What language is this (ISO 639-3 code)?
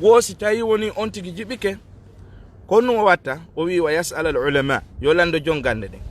ful